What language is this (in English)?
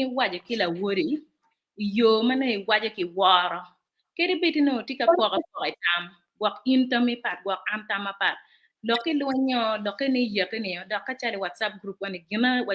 Acoli